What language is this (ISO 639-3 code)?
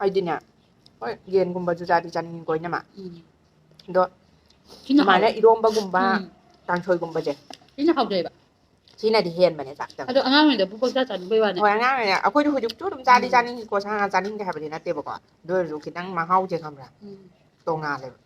mni